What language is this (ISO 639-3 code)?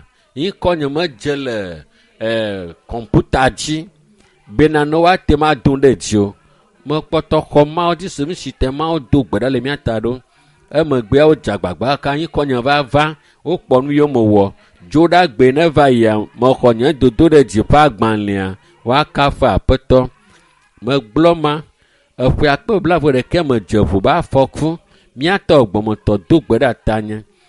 ewe